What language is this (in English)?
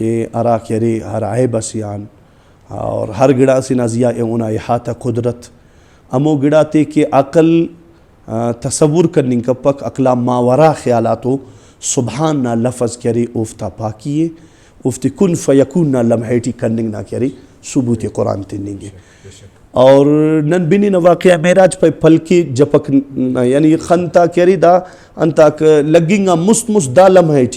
Brahui